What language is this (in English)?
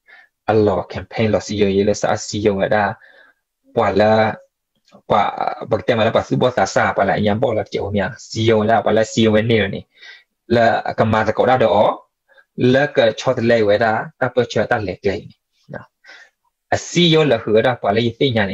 S'gaw Karen